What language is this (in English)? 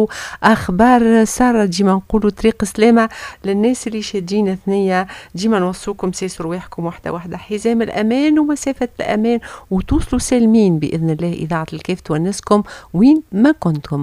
Tunisian Arabic